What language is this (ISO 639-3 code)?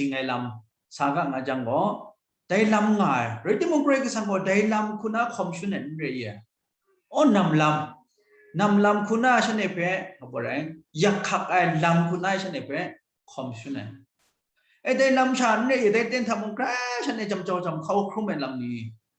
kac